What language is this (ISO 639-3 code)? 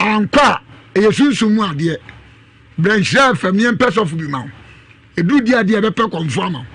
aka